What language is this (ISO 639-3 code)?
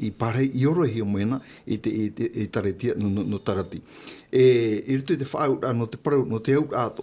tah